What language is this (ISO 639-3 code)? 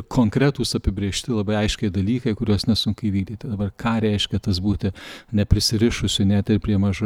lit